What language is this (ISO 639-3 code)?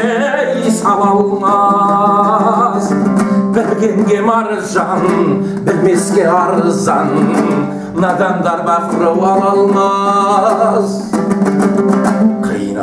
kaz